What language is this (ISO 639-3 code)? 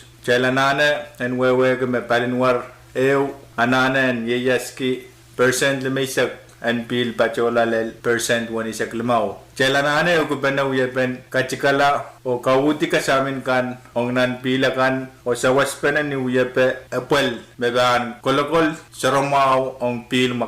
pon